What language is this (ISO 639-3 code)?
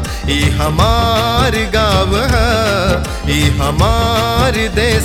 bho